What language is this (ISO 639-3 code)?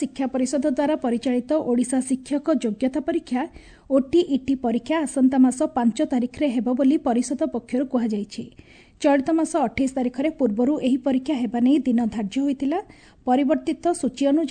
ori